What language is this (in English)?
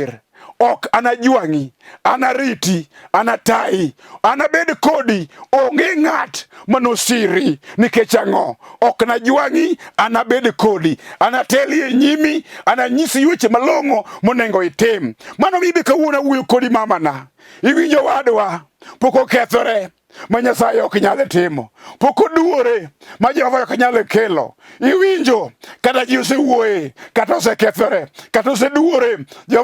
Luo (Kenya and Tanzania)